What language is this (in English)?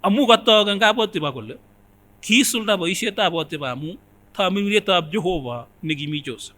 Kipsigis